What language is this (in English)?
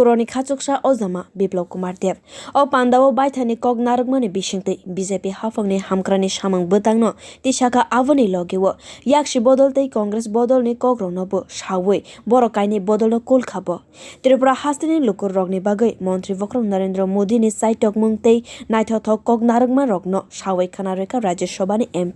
Kok Borok